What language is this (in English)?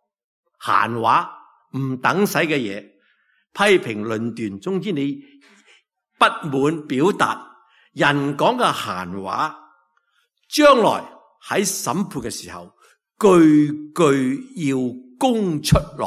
Cantonese